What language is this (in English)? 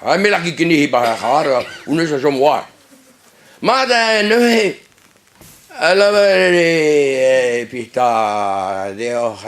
Breton